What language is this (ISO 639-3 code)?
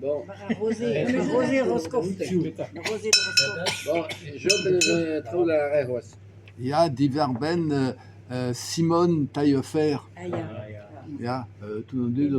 bre